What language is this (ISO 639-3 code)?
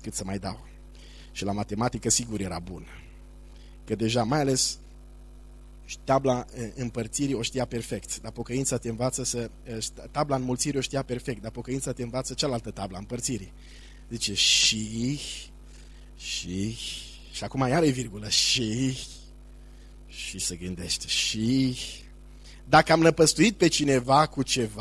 ron